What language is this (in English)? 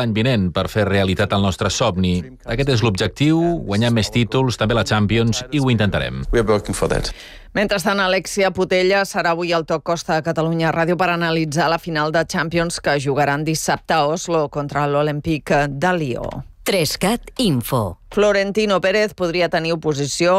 Catalan